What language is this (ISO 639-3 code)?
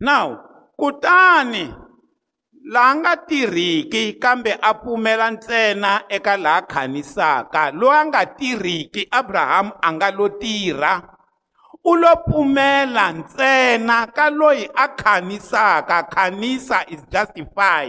tso